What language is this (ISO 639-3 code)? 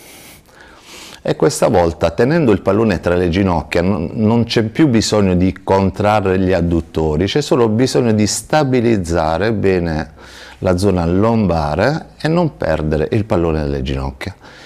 ita